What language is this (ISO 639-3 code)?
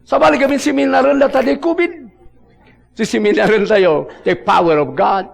ilo